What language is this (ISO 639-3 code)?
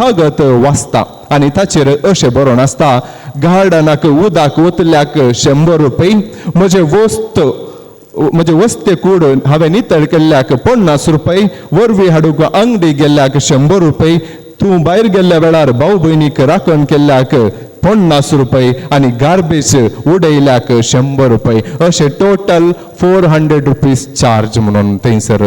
kok